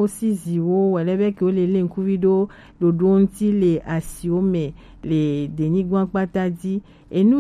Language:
Gen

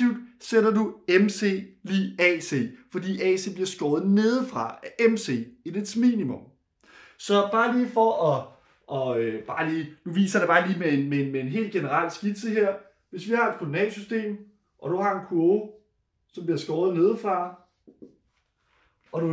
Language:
Danish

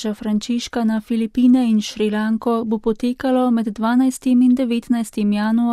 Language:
Slovenian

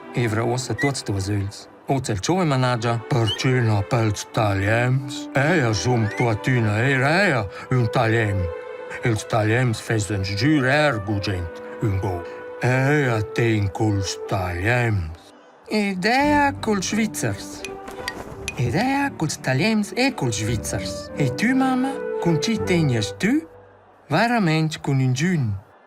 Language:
Romansh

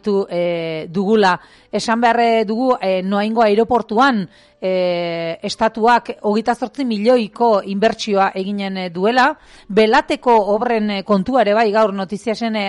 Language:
Basque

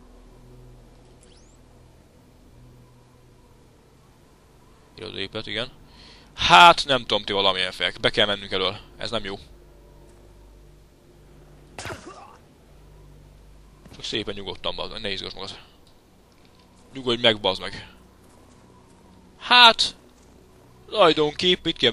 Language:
Hungarian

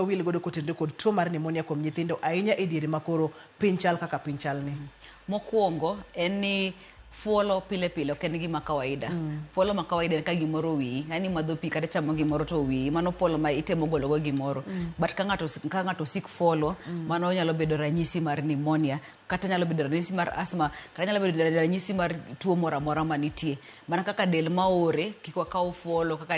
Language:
Luo (Kenya and Tanzania)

